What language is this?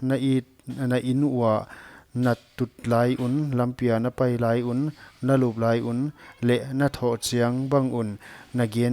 Paite Chin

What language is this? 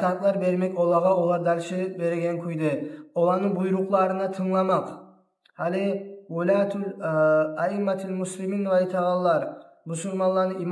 Kumyk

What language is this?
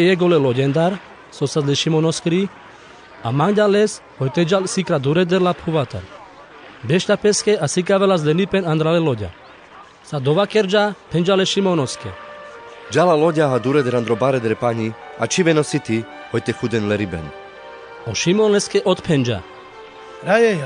Carpathian Romani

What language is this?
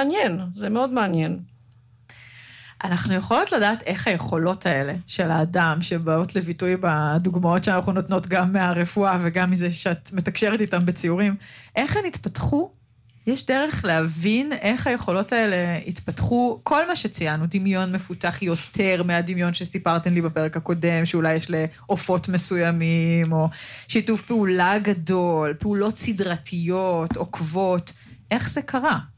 Hebrew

